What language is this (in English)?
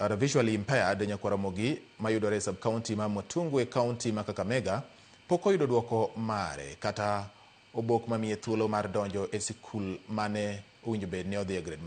Luo (Kenya and Tanzania)